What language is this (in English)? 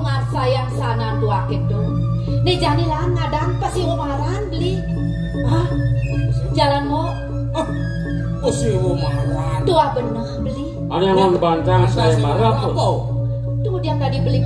Balinese